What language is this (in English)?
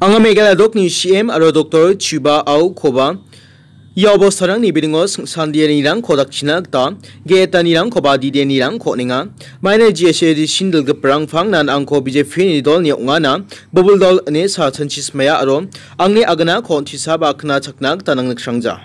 Garo